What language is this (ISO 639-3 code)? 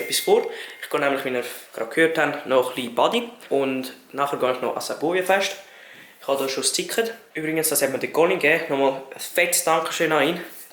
gsw